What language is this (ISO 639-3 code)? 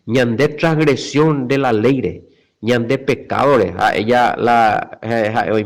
grn